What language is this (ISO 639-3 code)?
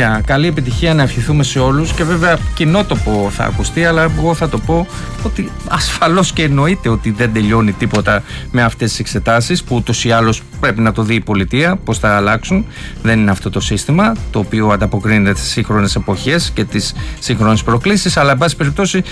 ell